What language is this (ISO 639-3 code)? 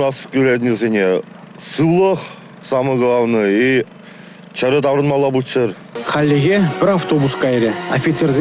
chv